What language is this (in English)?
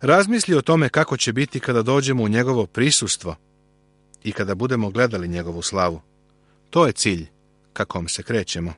Serbian